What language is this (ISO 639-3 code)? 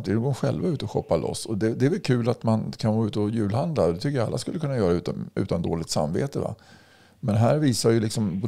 swe